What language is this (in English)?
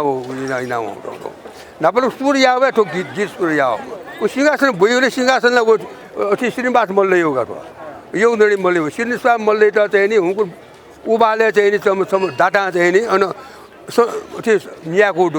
Newari